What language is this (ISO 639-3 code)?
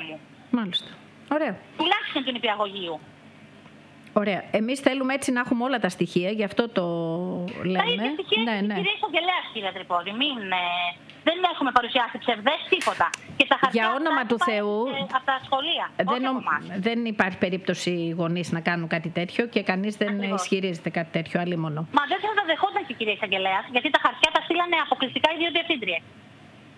ell